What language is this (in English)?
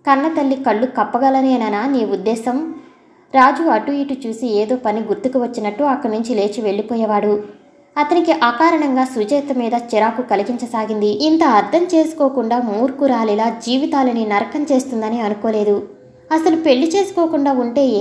Telugu